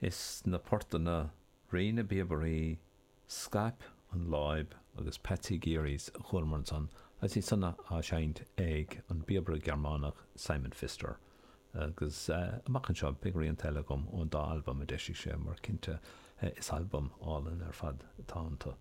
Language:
Irish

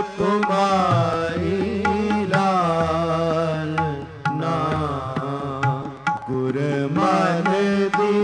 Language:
Punjabi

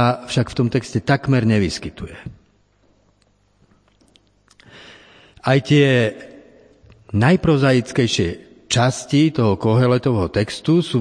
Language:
Slovak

